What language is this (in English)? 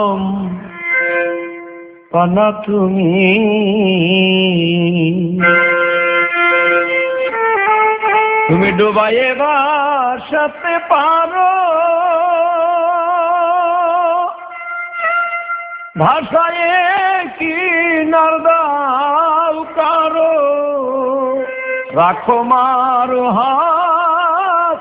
Bangla